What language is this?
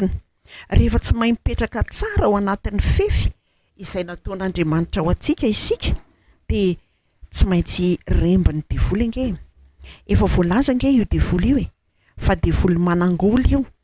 Malagasy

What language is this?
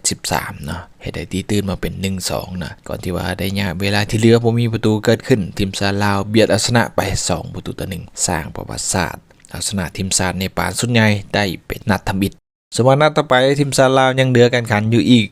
Lao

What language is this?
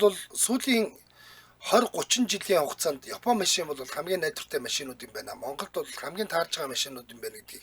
Mongolian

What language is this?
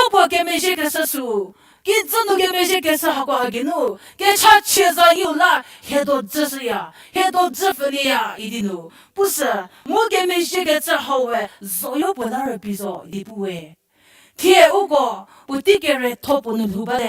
Angami Naga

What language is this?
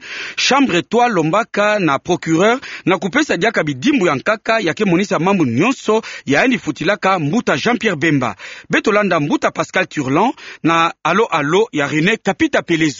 Kituba (Democratic Republic of Congo)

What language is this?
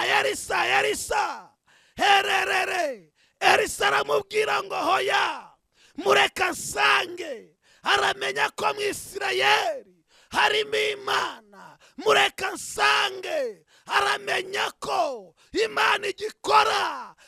Kinyarwanda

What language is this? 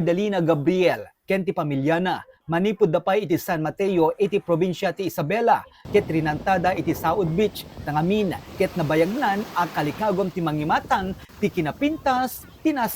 Iloko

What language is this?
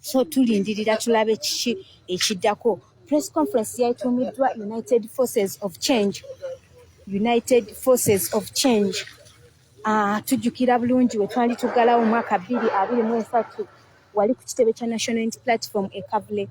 Ganda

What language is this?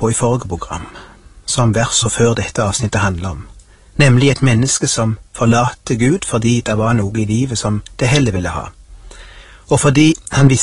Norwegian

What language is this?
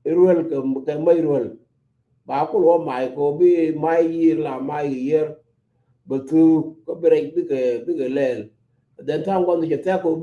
Nuer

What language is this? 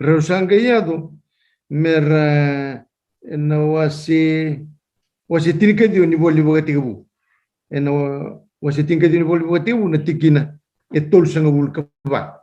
Fijian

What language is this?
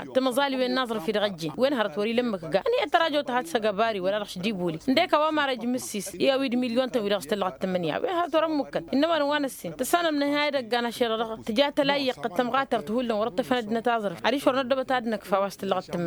Tamasheq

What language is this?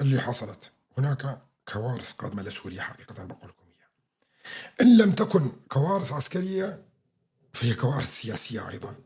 North Levantine Arabic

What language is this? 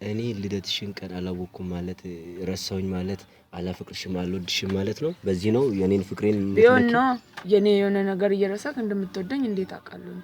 Amharic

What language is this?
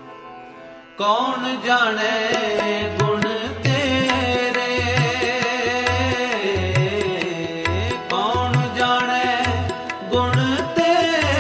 Punjabi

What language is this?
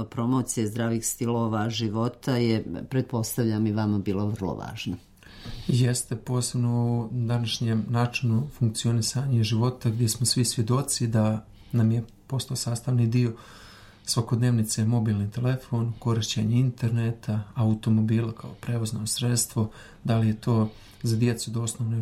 Serbian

